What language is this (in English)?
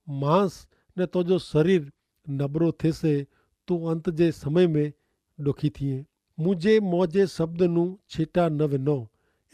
Kachhi